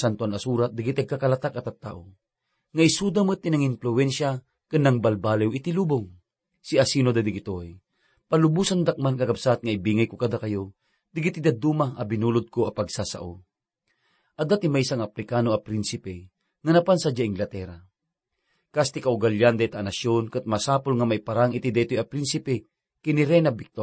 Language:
Iloko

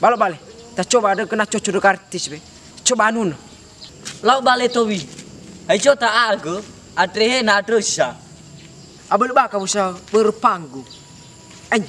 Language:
Nias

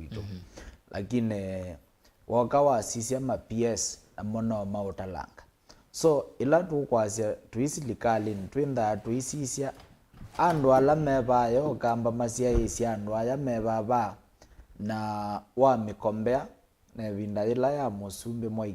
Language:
Kamba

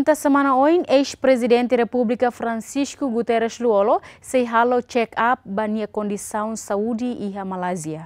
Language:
Tetum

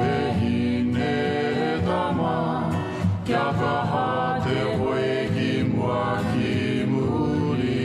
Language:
Māori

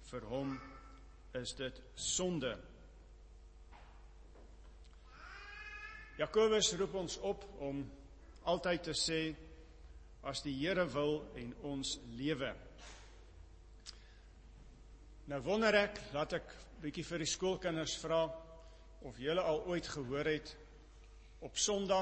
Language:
Afrikaans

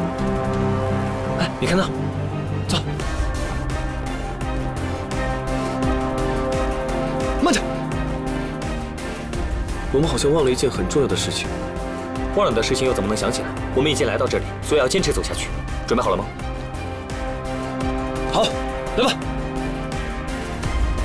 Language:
Chinese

